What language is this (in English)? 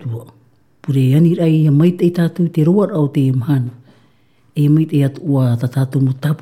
Tahitian